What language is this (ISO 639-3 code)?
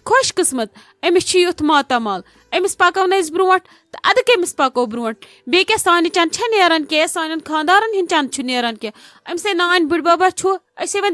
kas